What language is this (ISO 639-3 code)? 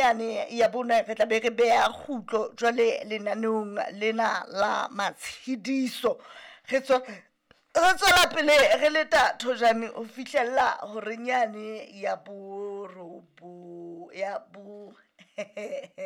sot